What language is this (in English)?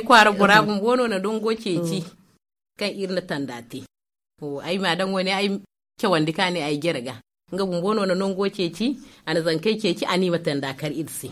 Zarma